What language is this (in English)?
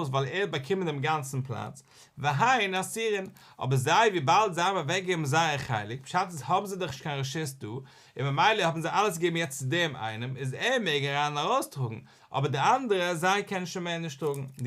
Yiddish